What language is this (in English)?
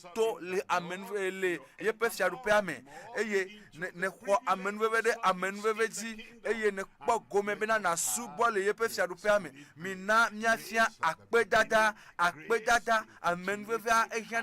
Ewe